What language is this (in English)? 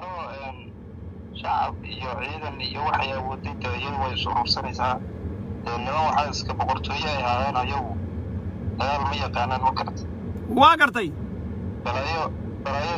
Somali